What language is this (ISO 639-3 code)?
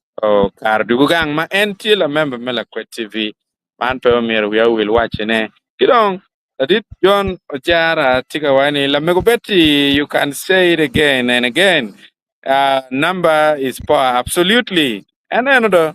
ach